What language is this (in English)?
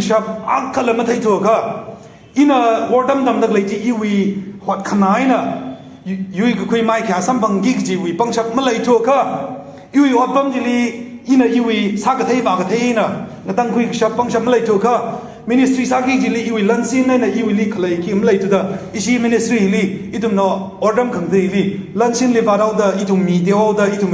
Tangkhul Naga (India)